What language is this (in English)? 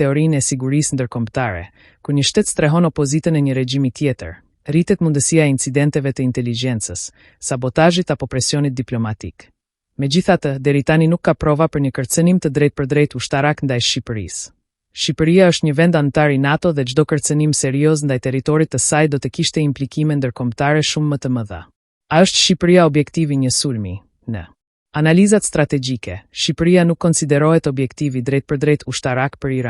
Albanian